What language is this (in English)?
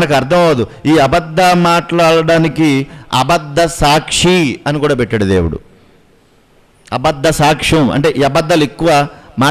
Telugu